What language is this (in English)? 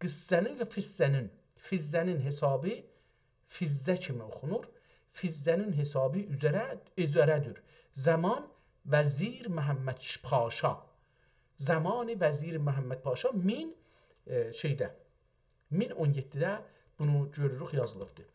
South Azerbaijani